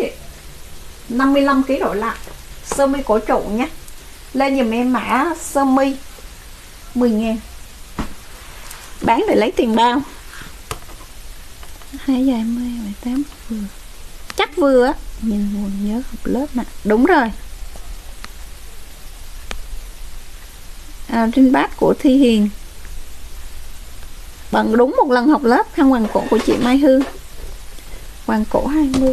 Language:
Vietnamese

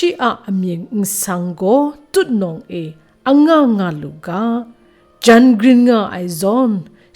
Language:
Kachin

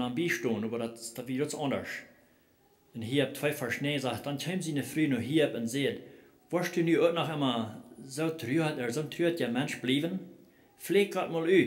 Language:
Plautdietsch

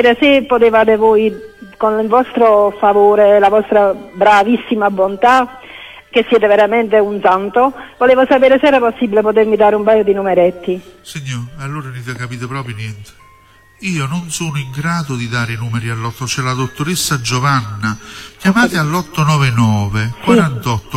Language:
Italian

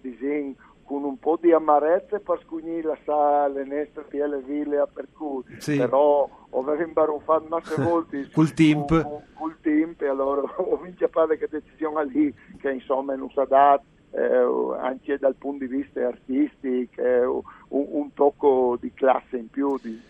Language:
Friulian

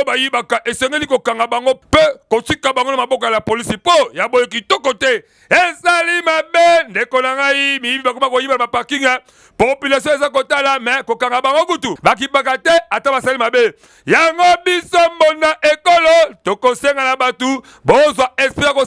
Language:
Lingala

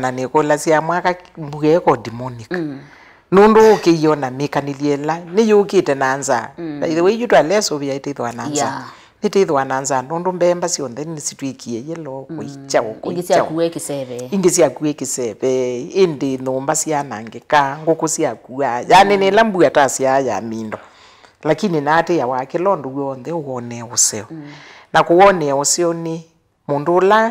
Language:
Kamba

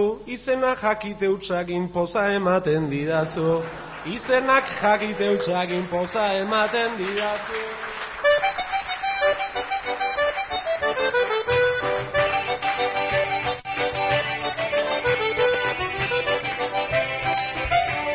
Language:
Basque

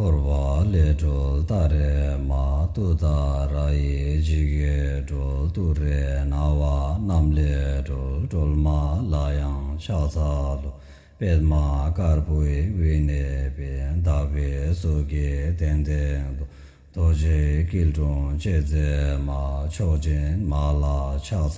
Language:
Tibetan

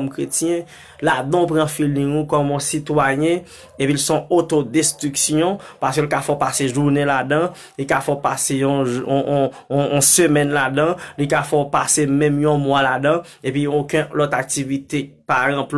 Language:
Haitian Creole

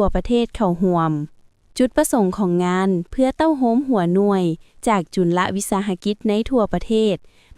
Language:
Lao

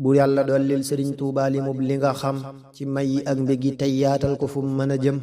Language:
Wolof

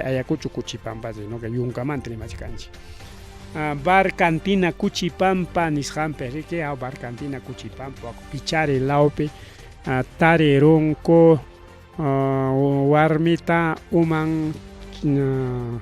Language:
Ayacucho Quechua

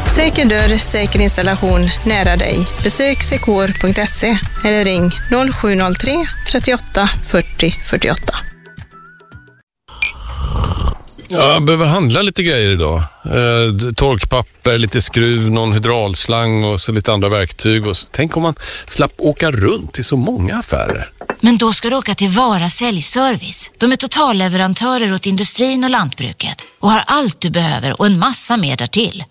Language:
Swedish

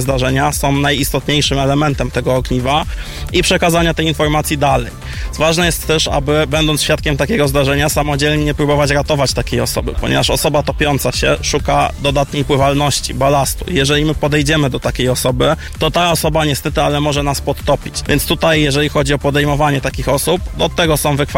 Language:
Polish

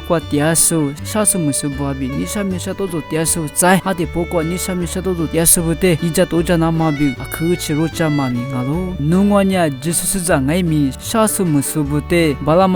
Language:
Lisu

